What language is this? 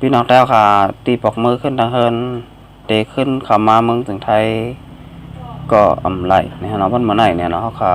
Shan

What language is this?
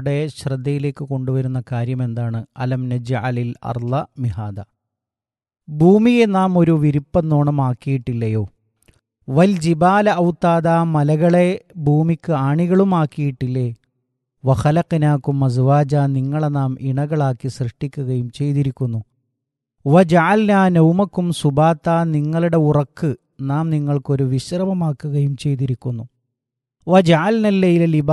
Malayalam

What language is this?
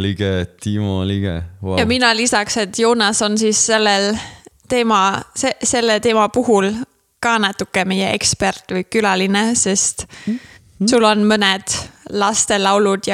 Estonian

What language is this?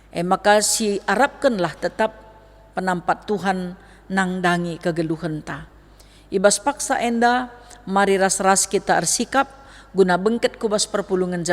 Batak Karo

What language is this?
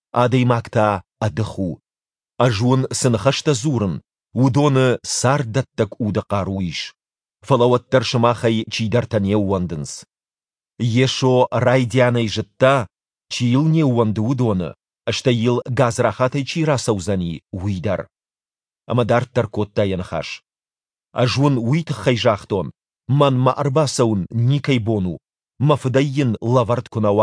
Ossetic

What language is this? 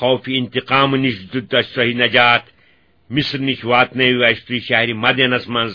Kashmiri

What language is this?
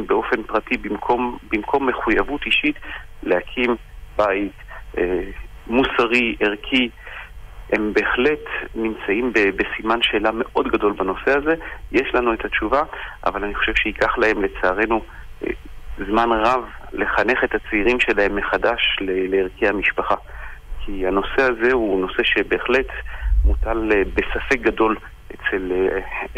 Hebrew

